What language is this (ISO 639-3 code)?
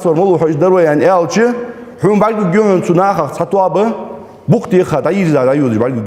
inh